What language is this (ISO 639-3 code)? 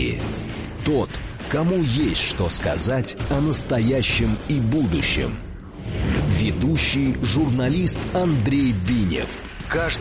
rus